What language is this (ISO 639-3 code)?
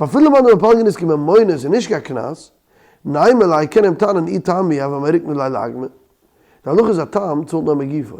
yid